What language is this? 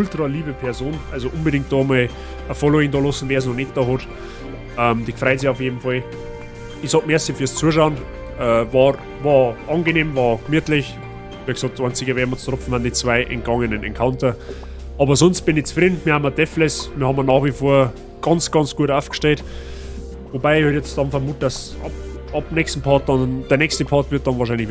Bavarian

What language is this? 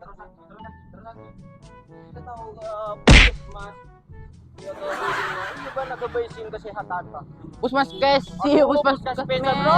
Madurese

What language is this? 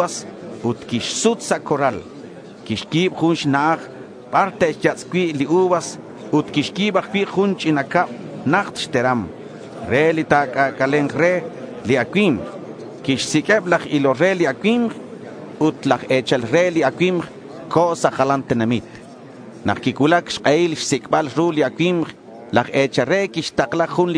Kekchí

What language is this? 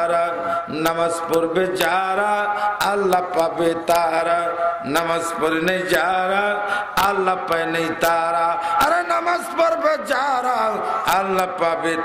Bangla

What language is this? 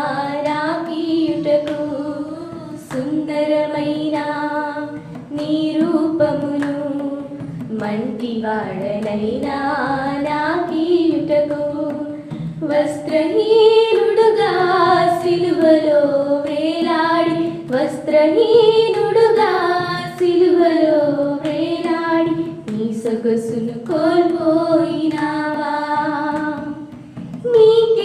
Telugu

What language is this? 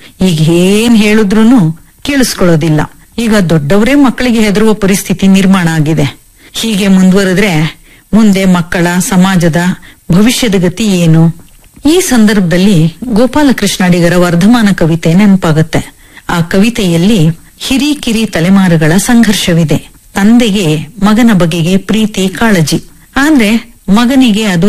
Kannada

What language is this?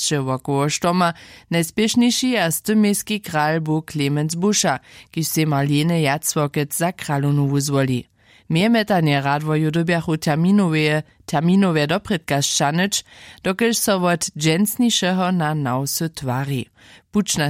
Upper Sorbian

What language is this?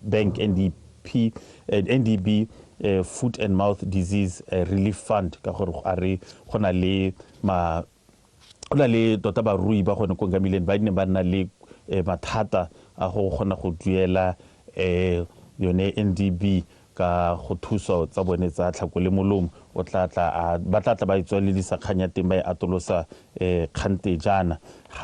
Tswana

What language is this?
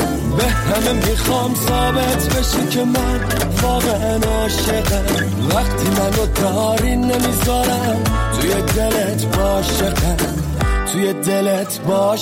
Persian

